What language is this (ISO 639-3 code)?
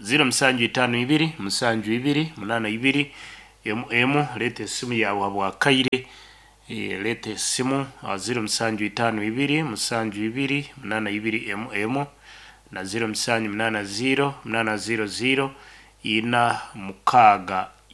nyn